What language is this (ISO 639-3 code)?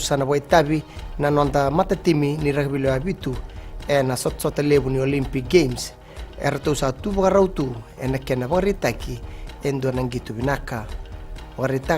fij